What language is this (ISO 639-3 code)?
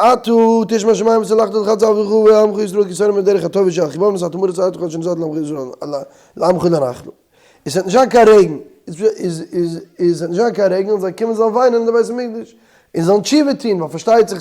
yid